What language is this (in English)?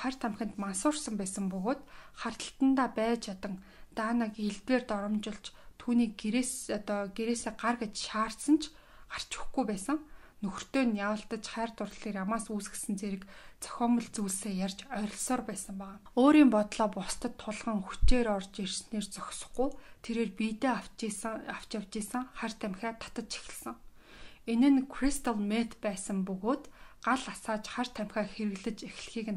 Mongolian